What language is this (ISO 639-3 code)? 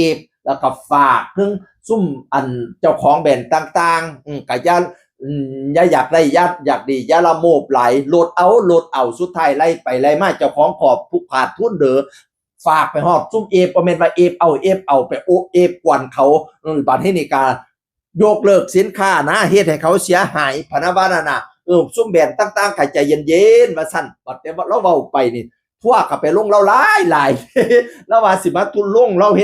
tts